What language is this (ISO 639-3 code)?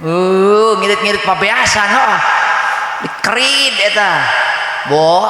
sun